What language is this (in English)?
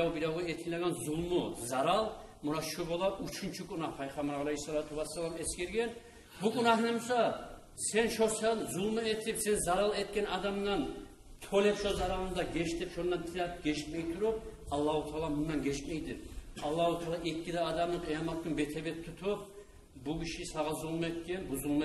Kumyk